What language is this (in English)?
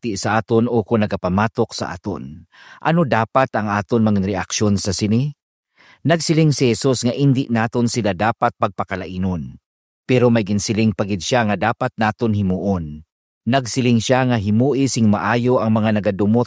Hiligaynon